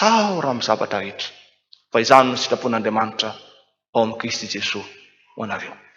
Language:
Malagasy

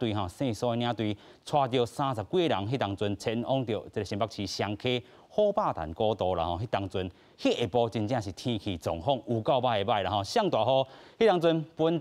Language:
Min Nan Chinese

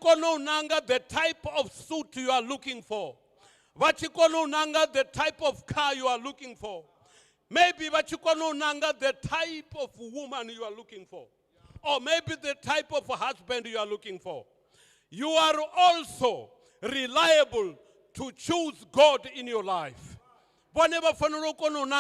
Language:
Venda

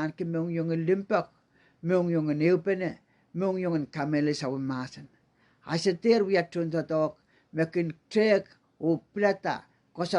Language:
Pohnpeian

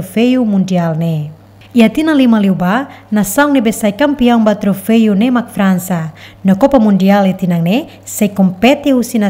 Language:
Tetum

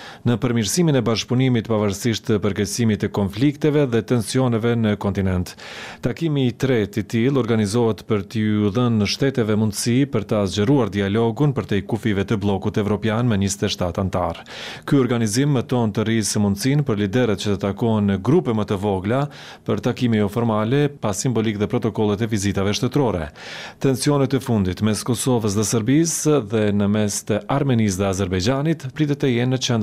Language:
Albanian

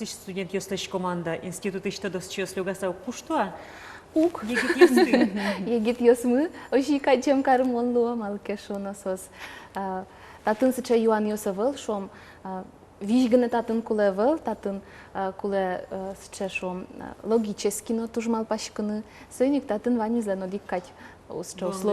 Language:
Udmurt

